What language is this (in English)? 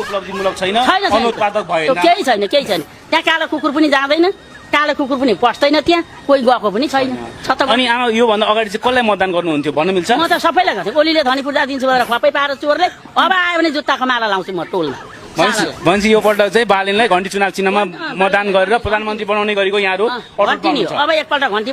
Nepali